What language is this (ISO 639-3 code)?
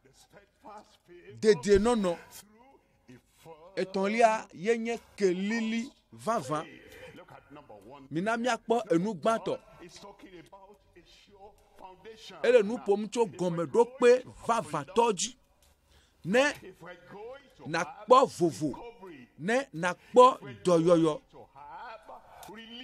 ewe